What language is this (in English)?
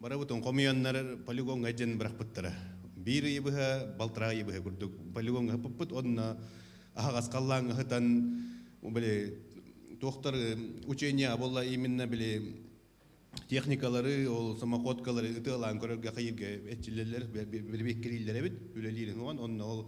Yakut